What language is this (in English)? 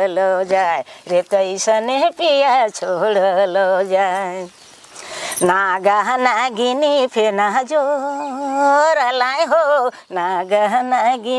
Sadri